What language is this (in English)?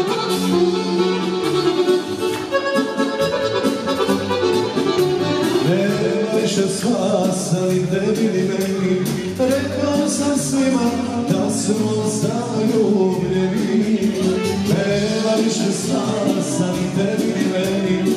Serbian